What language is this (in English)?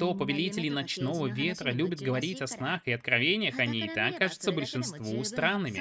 Russian